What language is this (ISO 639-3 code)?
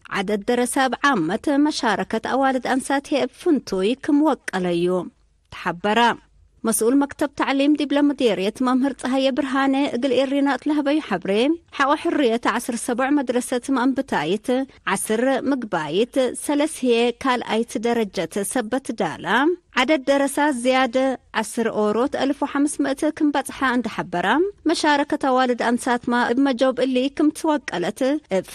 tig